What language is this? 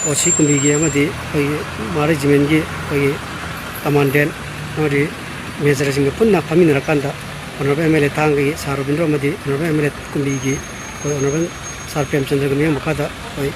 Manipuri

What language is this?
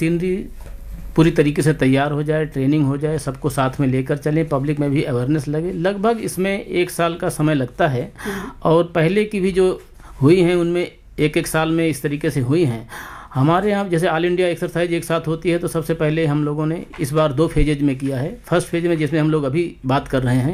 Hindi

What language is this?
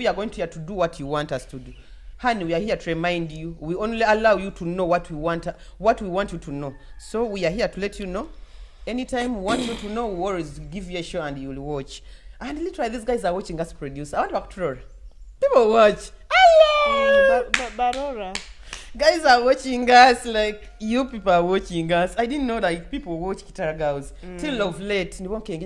Nyoro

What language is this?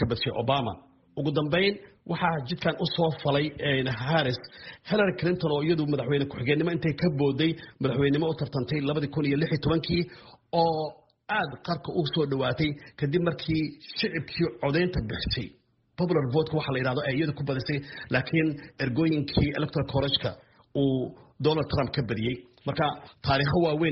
Somali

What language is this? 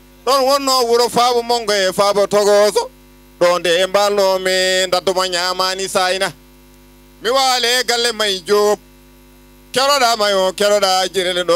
Fula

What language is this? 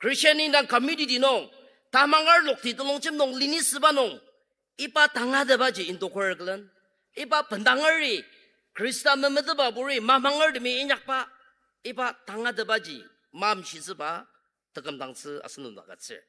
Ao Naga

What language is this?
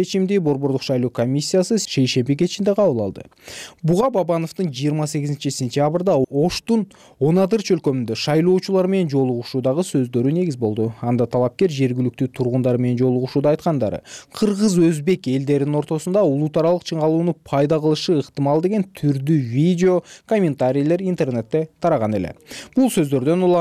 Kyrgyz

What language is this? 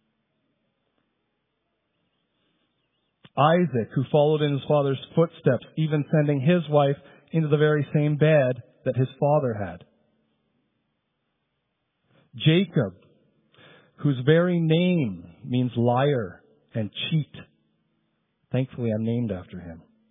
English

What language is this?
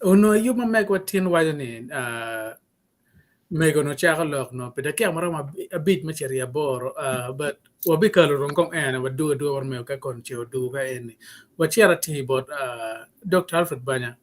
Acoli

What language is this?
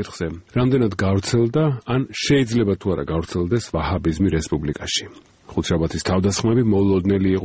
Georgian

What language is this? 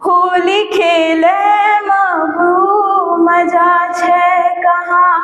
Angika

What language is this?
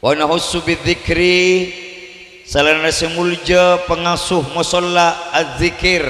Madurese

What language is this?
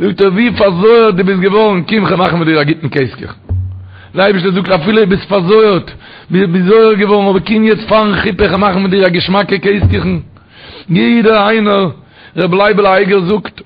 Yiddish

